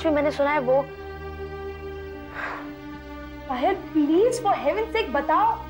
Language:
Hindi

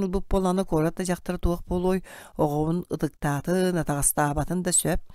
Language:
Yakut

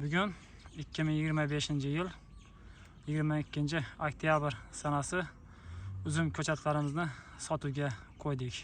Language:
Uzbek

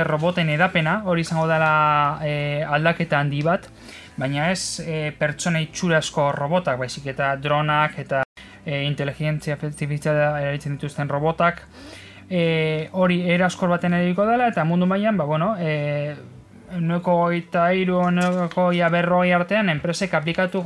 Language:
Basque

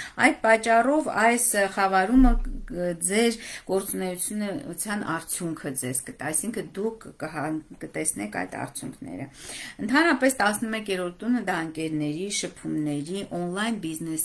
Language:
Armenian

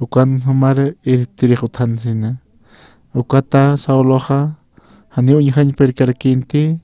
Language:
Aymara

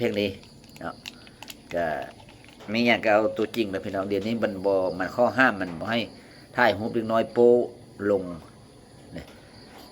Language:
Lao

